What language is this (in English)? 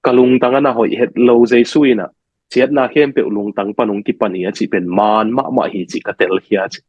Tedim Chin